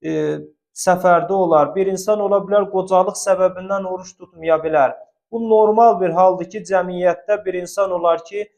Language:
Azerbaijani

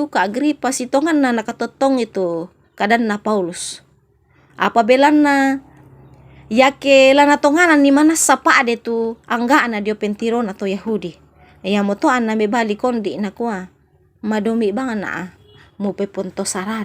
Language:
Toraja-Sa'dan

